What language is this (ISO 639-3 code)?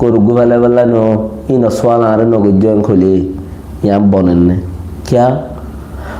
rhg